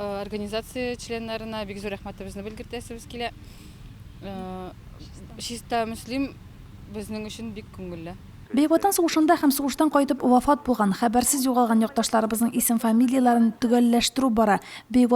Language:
Tatar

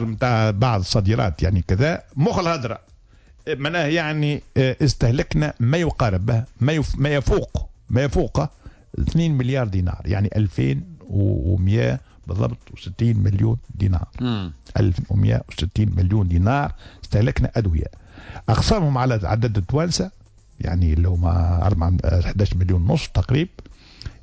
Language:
Tunisian Arabic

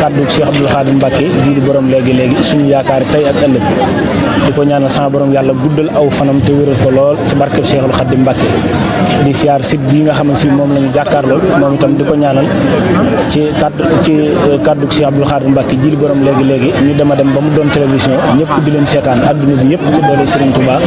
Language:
Wolof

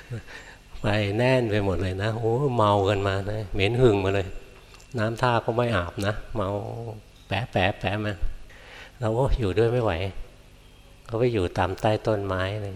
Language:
Thai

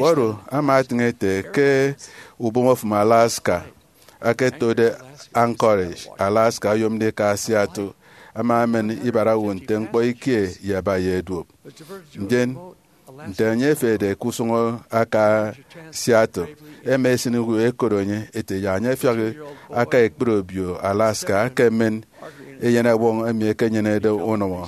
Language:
Efik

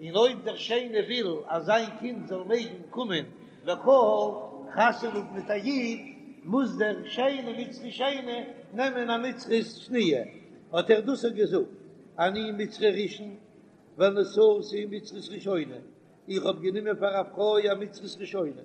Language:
Yiddish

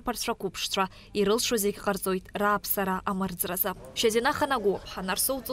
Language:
Abkhazian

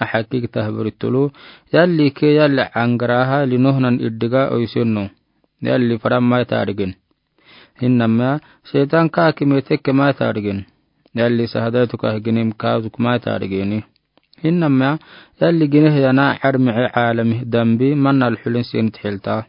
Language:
Afar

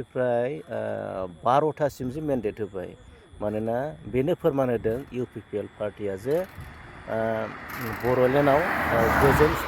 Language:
Bodo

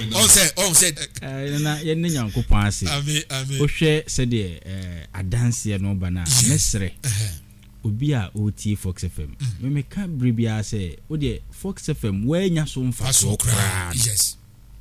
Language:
Akan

